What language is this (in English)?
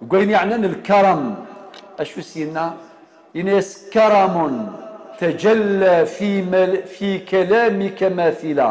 Kabyle